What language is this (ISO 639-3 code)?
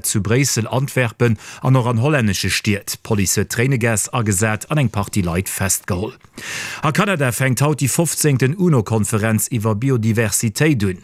ltz